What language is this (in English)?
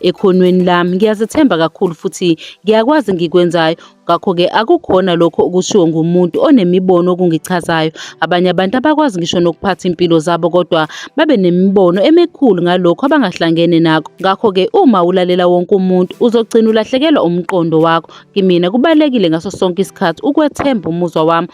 Zulu